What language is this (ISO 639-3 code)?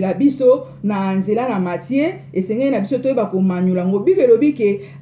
lin